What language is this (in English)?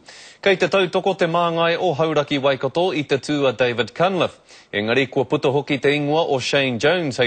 Māori